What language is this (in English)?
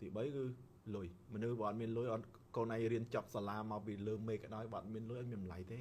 Khmer